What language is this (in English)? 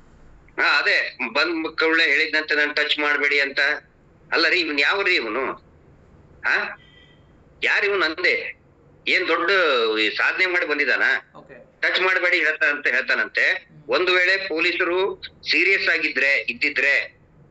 Kannada